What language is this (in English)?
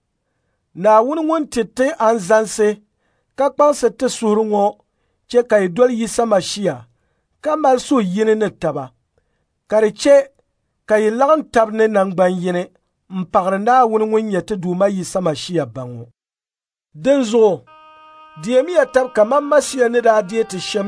Dagbani